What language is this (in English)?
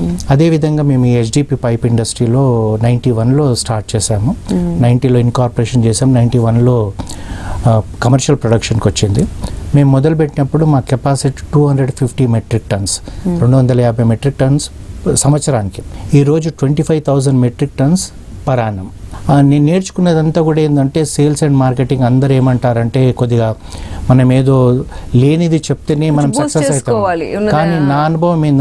Telugu